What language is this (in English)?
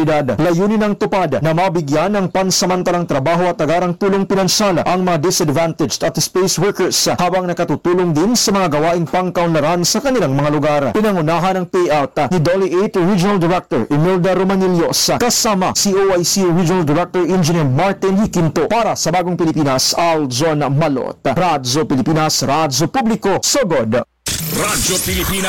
Filipino